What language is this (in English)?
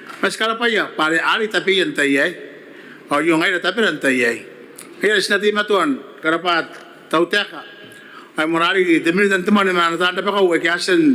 Gilbertese